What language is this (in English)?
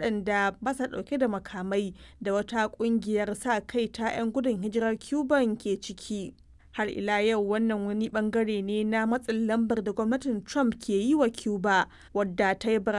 Hausa